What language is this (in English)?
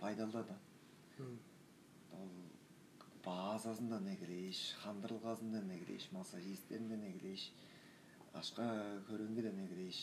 Tuvinian